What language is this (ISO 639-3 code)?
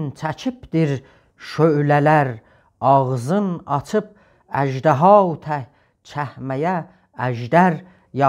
azb